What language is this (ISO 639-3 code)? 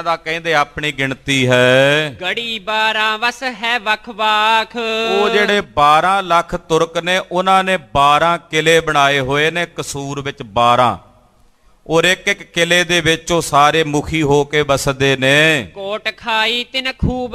pan